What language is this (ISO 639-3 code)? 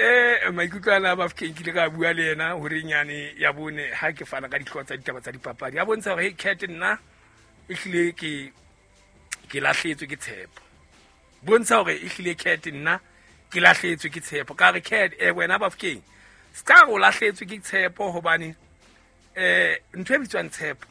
sot